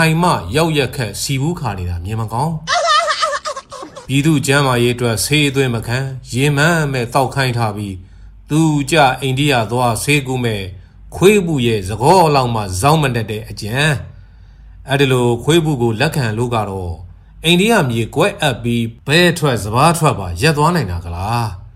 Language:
Burmese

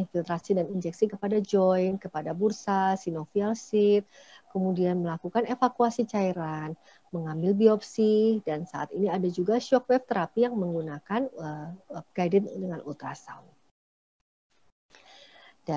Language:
Indonesian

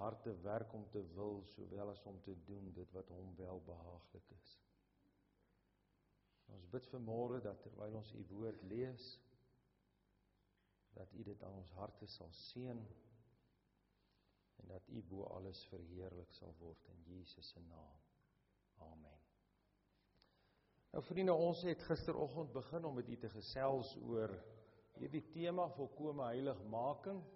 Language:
Afrikaans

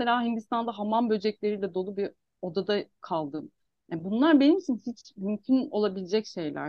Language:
Turkish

